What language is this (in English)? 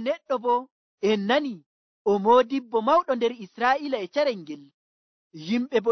Nigerian Fulfulde